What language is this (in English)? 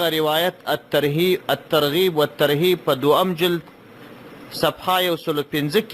Pashto